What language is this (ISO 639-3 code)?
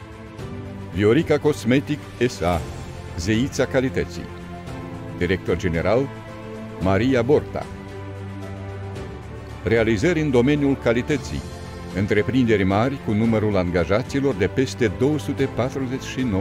ron